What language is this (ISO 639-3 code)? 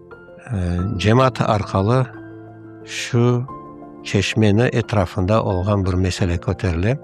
crh